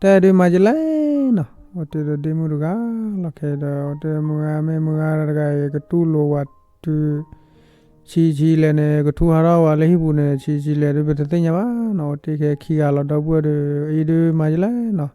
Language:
S'gaw Karen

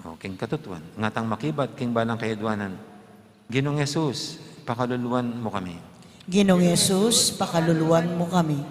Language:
Pampanga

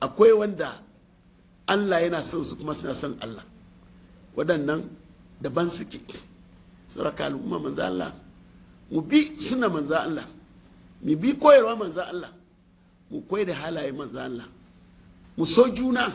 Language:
Hausa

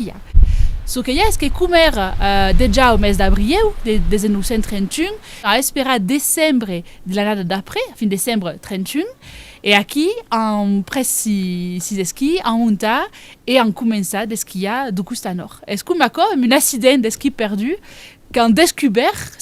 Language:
Occitan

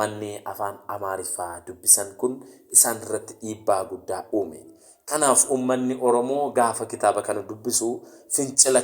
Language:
Oromo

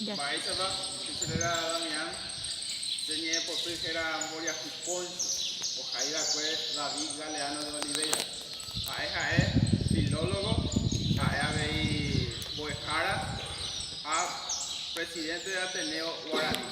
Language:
Guarani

